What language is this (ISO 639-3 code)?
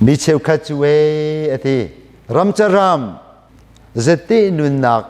cnh